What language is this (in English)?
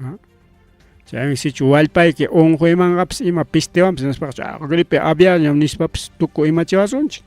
Ayacucho Quechua